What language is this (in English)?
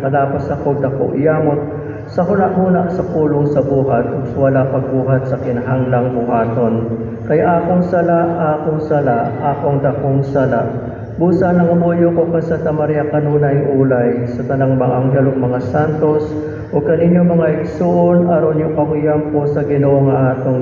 Cebuano